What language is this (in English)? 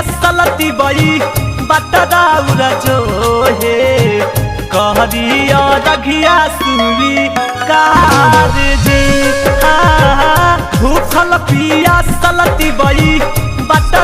Magahi